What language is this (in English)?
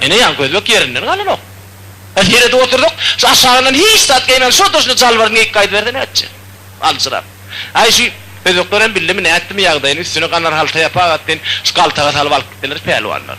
Turkmen